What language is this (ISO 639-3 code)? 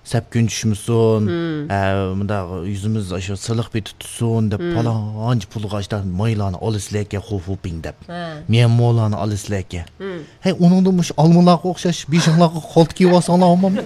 uig